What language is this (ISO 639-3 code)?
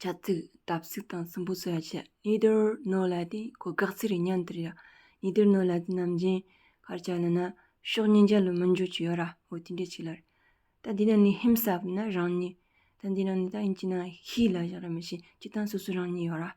bod